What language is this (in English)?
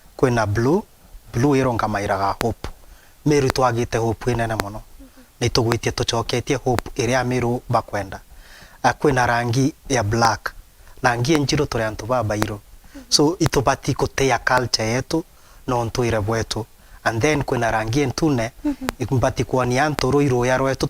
Meru